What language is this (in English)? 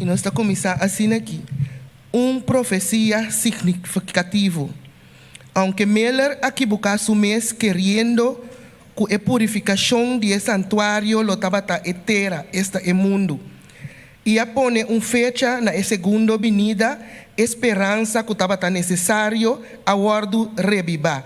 Papiamento